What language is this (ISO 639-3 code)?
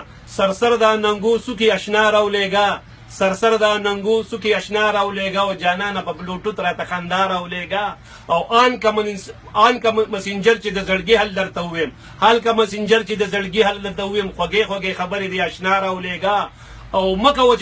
pus